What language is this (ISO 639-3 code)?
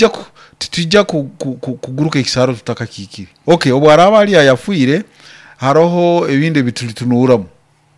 nyo